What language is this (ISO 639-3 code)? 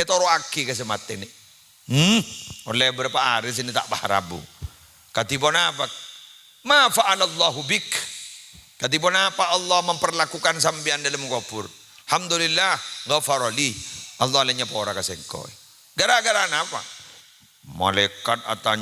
mad